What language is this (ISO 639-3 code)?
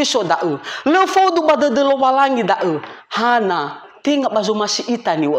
nia